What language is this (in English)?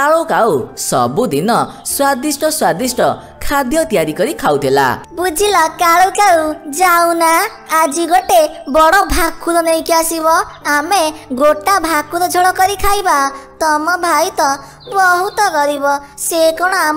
Odia